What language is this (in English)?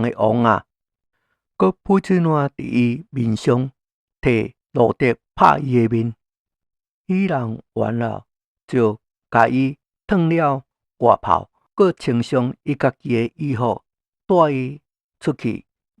Min Nan Chinese